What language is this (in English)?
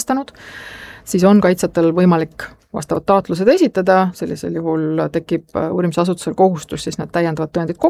Estonian